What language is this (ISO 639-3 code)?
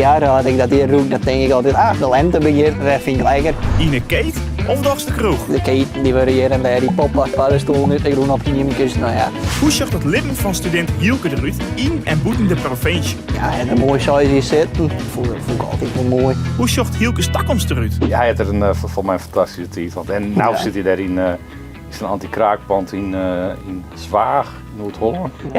fry